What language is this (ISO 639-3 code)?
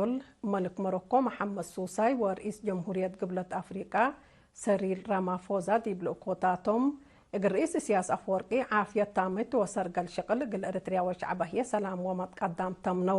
tig